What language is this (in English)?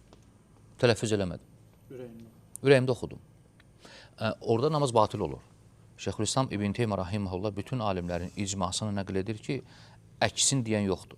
Azerbaijani